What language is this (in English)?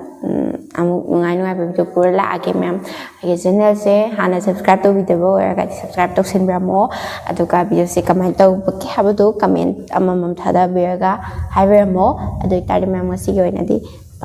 Manipuri